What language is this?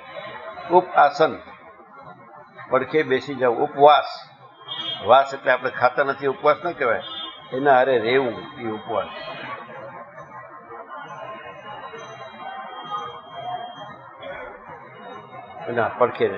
Gujarati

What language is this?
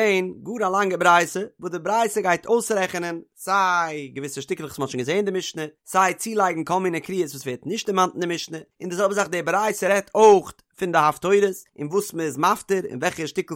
Yiddish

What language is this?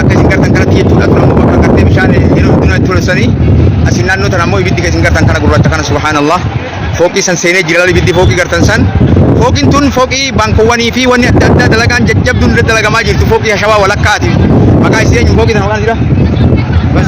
Oromo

